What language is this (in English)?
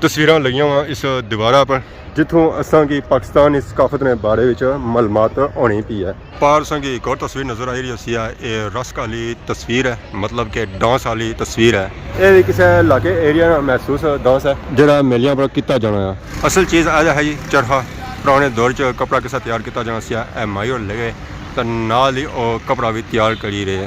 Pahari-Potwari